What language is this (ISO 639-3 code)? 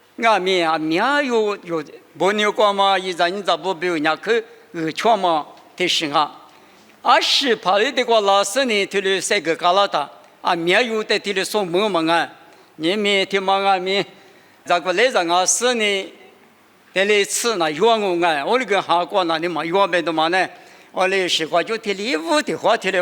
lis